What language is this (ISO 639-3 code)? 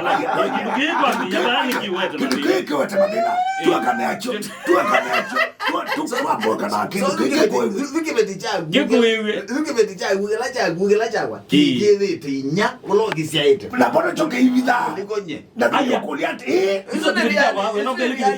kam